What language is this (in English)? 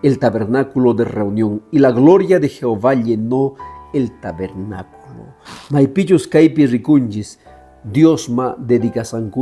Quechua